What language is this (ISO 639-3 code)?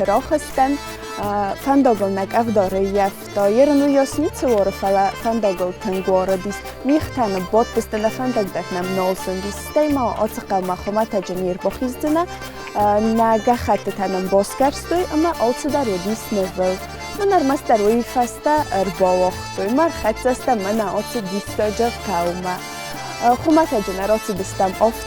oss